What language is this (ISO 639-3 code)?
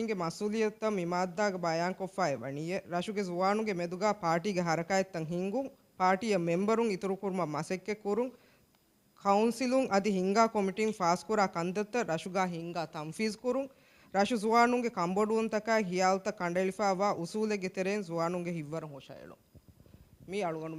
div